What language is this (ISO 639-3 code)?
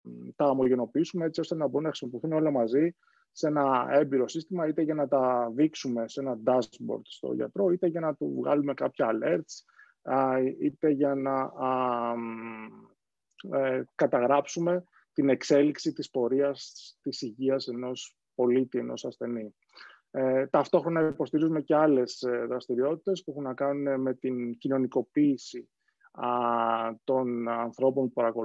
ell